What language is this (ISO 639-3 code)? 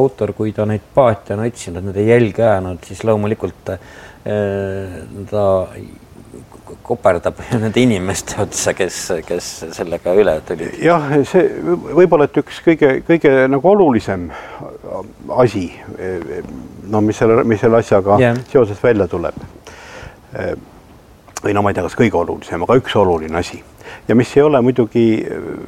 est